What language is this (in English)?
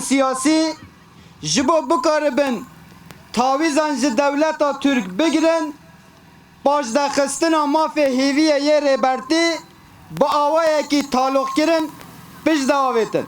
Kurdish